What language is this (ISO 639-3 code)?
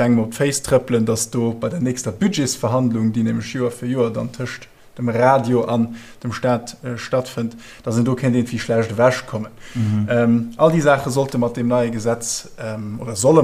ltz